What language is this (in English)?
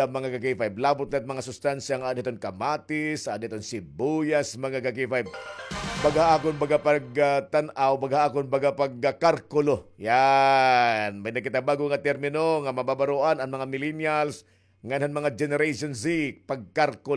Waray